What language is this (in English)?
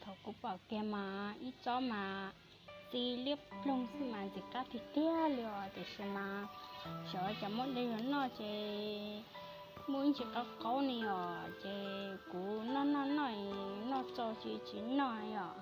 Hmong